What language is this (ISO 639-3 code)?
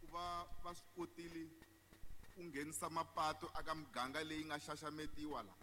tso